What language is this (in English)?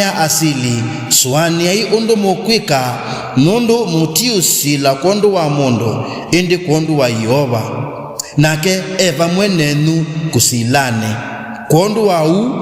Kamba